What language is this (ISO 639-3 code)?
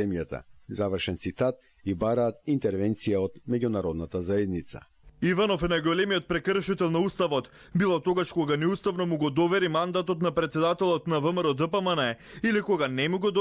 mkd